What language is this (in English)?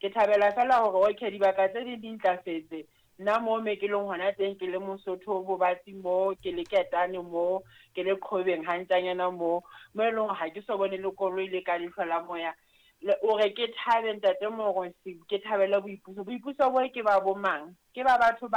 Southern Sotho